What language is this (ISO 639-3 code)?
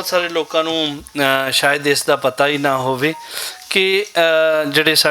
lah